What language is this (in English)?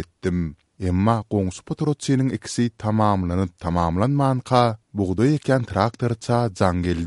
Turkmen